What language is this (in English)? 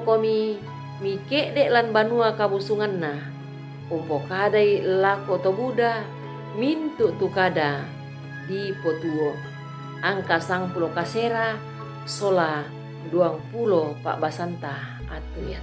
Toraja-Sa'dan